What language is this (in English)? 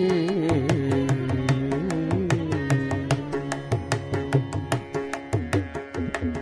Tamil